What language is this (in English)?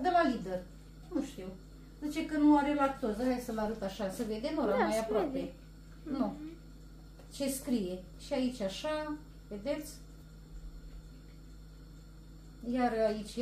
Romanian